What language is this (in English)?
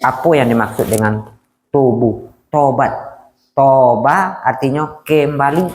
Minangkabau